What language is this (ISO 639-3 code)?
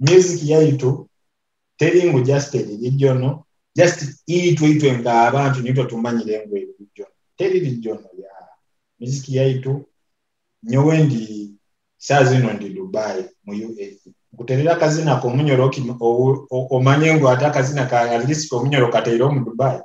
nyo